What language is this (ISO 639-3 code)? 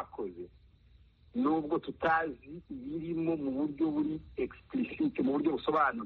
kin